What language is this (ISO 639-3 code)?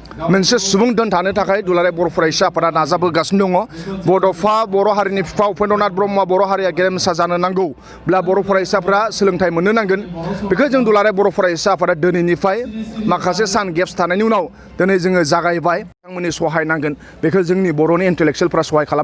brx